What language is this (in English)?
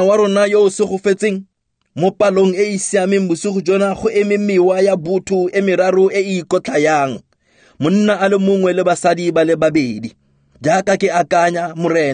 Tswana